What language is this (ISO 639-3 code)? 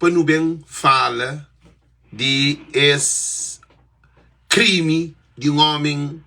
kea